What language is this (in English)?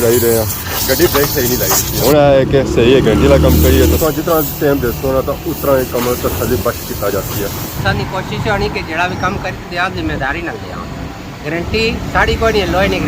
Pahari-Potwari